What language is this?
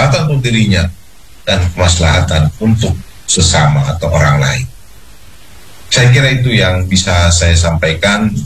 Indonesian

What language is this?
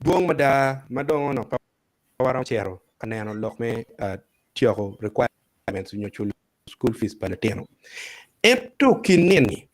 Acoli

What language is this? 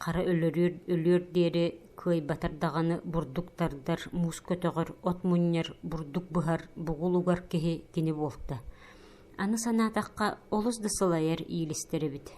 Yakut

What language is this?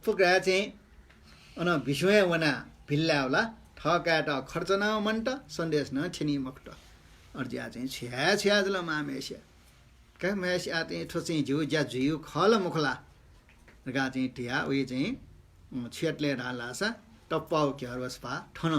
Newari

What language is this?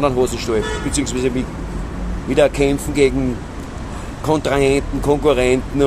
Bavarian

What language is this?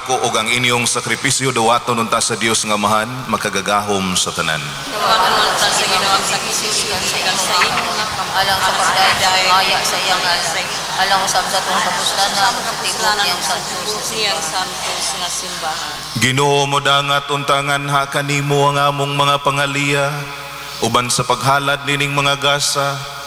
Cebuano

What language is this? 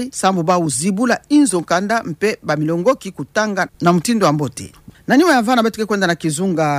Kituba (Democratic Republic of Congo)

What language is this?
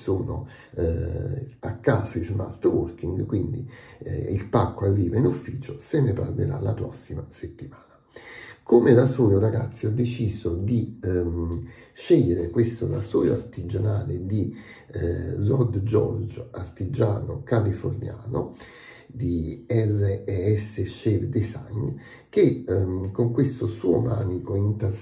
Italian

